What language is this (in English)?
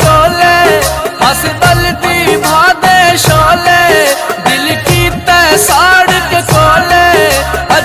Pahari-Potwari